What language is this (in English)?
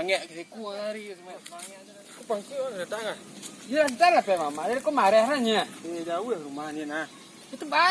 Minangkabau